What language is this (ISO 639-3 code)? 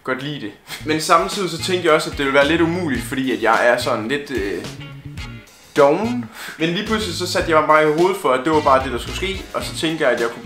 dan